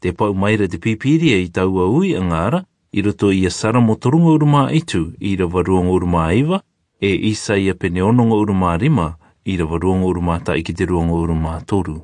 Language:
Rarotongan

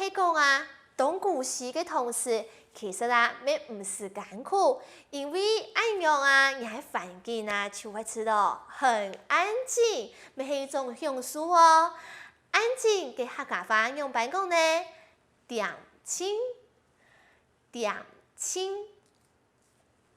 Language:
Hakka Chinese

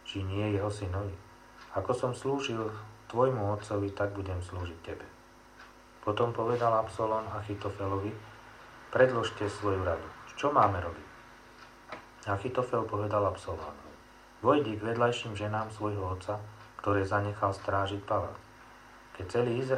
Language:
Slovak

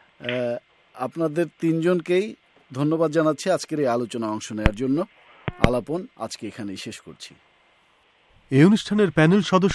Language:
Bangla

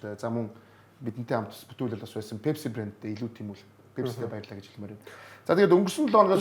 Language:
Mongolian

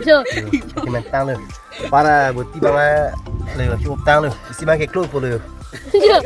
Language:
Karbi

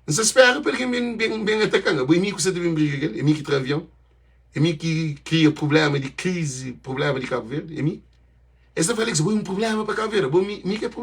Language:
Kabuverdianu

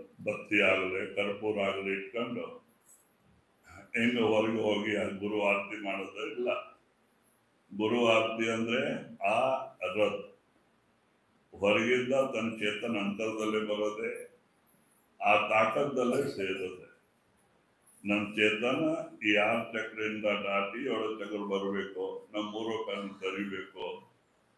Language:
Kannada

